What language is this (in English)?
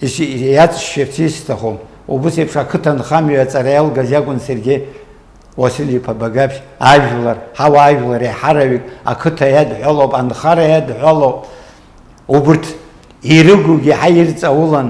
Abkhazian